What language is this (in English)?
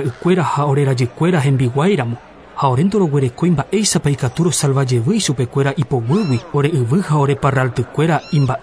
Guarani